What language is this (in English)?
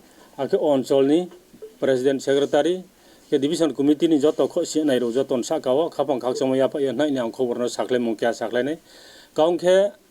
Riang (India)